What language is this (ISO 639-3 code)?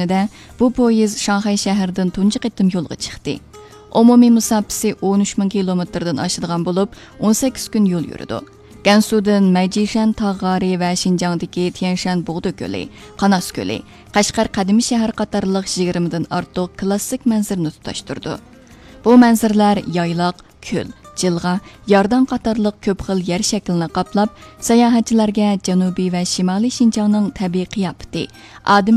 uig